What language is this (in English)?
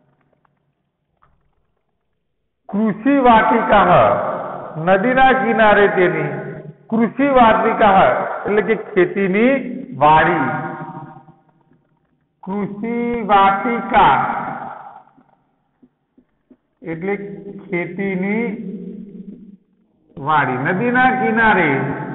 Gujarati